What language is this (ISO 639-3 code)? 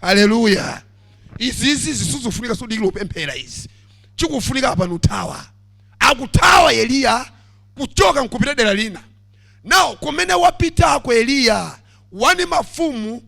nya